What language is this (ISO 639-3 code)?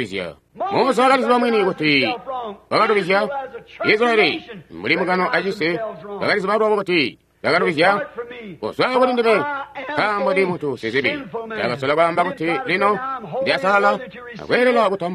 toi